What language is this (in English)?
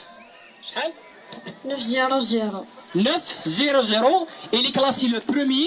Kabyle